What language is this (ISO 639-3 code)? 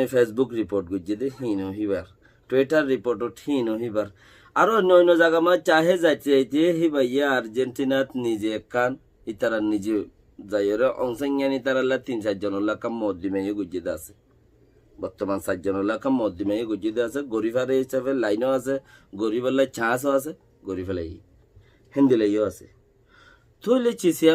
rhg